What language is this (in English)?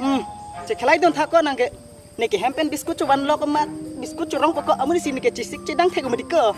Karbi